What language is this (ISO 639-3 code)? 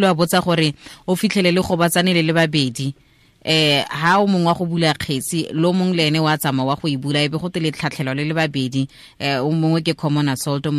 tsn